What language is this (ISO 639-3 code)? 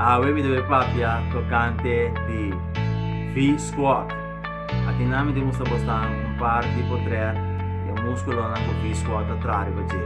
pap